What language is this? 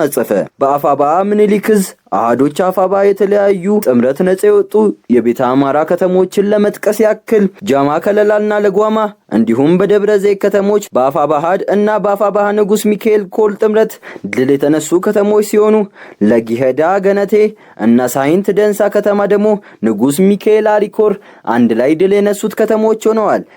Amharic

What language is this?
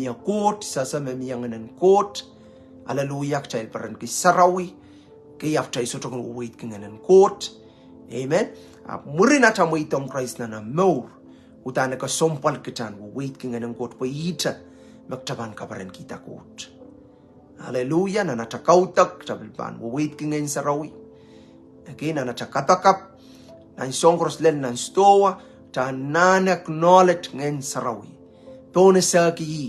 Pohnpeian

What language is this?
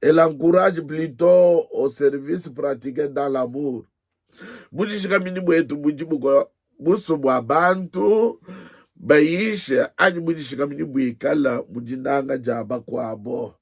Luba-Lulua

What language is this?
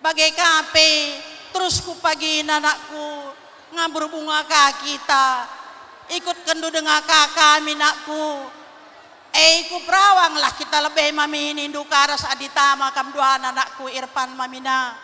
Batak Karo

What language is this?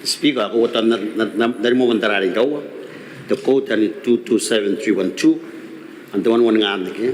Gilbertese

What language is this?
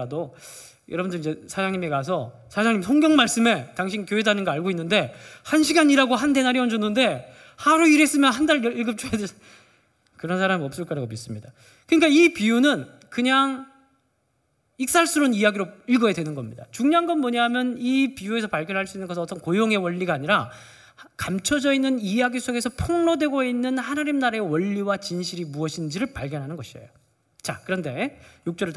Korean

